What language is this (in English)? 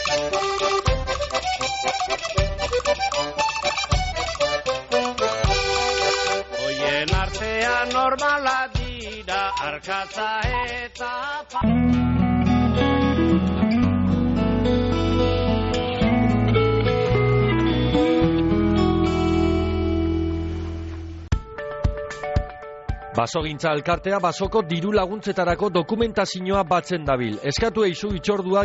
Basque